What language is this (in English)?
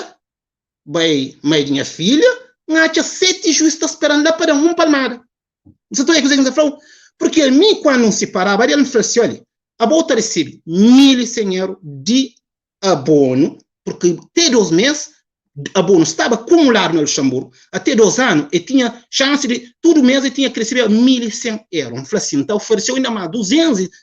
Kabuverdianu